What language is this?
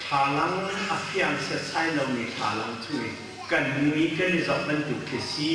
Hakha Chin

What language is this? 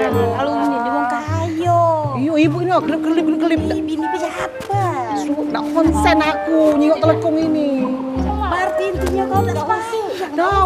Musi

